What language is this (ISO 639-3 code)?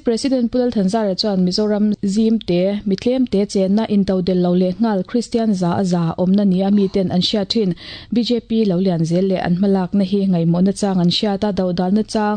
lus